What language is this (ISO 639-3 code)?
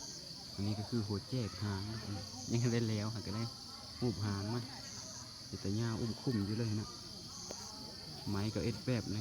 lao